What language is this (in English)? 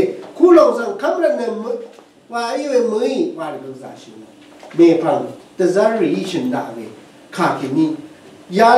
Rawang